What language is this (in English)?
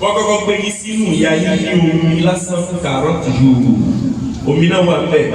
Yoruba